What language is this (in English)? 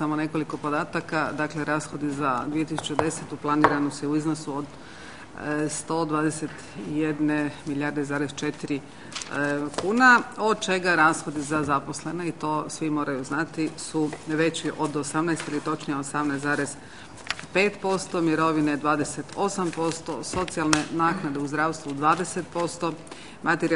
Croatian